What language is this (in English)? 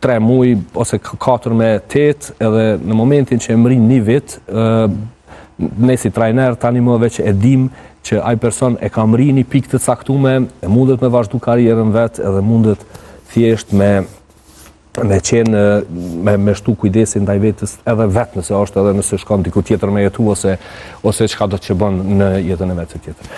Albanian